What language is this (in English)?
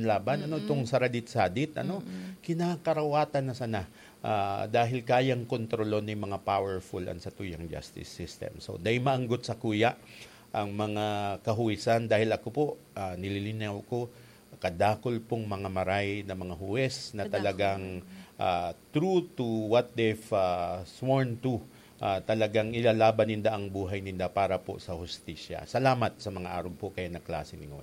Bikol